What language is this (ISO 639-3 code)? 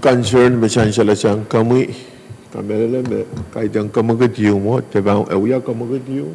pon